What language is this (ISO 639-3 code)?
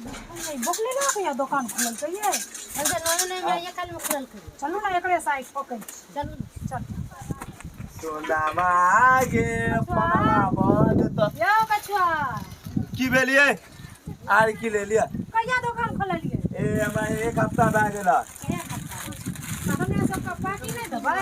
mai